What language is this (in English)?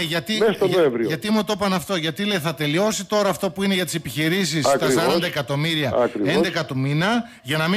Greek